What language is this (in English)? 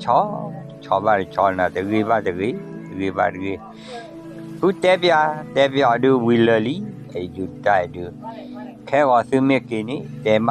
S'gaw Karen